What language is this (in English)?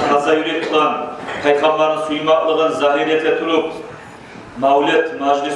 Kumyk